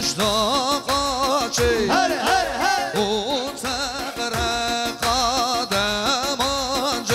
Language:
Kurdish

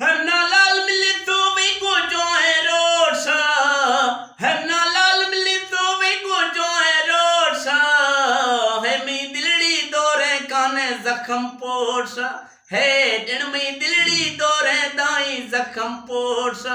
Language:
Eastern Balochi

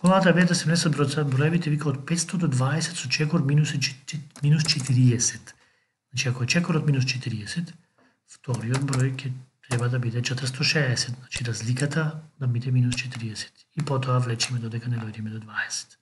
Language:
Macedonian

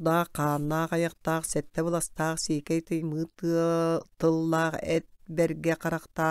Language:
Yakut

